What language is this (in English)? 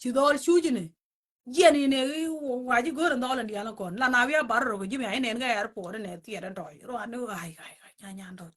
Nuer